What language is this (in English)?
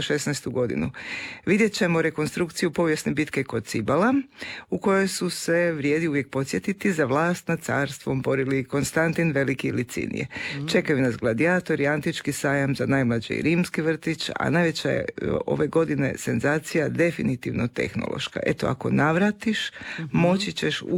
Croatian